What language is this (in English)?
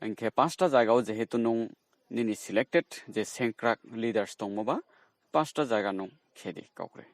Riang (India)